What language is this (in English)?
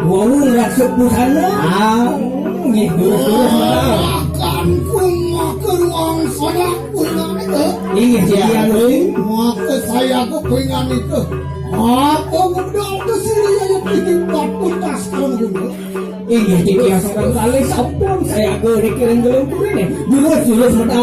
Balinese